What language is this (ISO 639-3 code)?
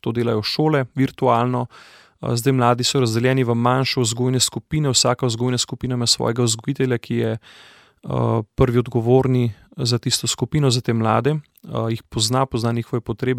slv